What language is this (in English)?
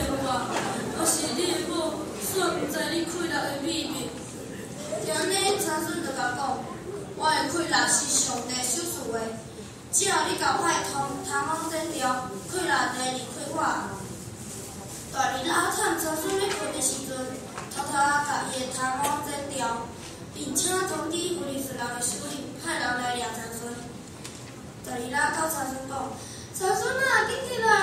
Min Nan Chinese